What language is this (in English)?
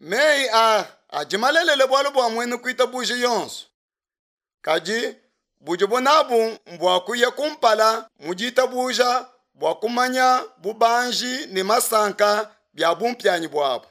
Luba-Lulua